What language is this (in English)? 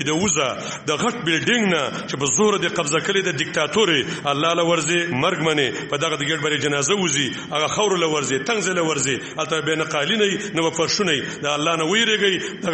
Pashto